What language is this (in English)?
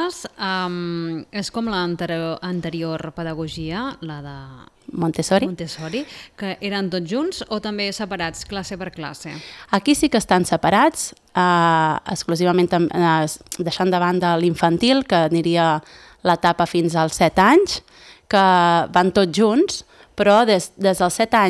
Catalan